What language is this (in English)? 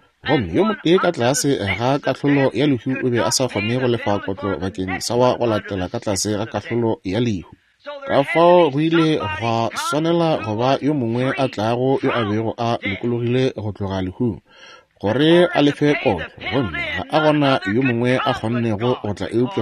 Northern Sotho